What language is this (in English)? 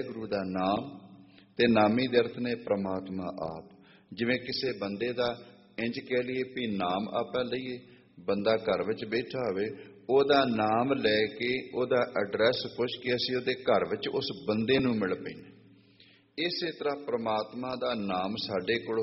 Punjabi